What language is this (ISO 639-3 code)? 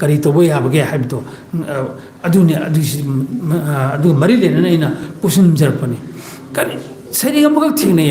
mni